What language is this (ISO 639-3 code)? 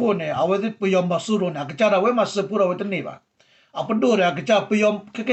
ksw